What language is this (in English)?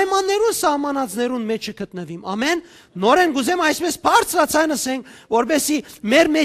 Western Armenian